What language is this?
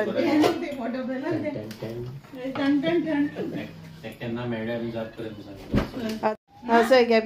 Konkani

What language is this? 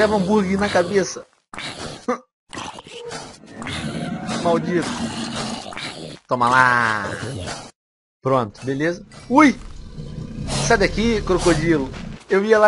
Portuguese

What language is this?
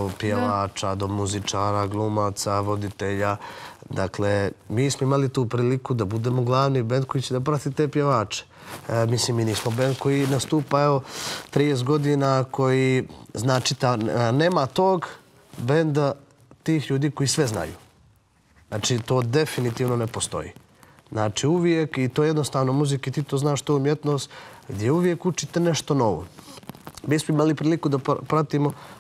Bosnian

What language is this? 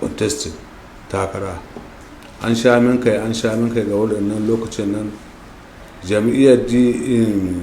Hausa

